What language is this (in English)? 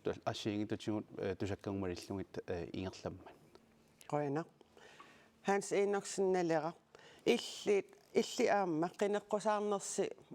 Kalaallisut